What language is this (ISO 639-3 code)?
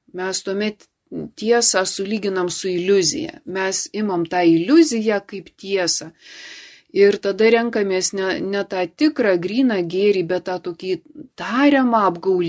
lit